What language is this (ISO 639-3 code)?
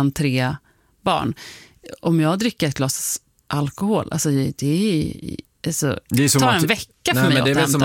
swe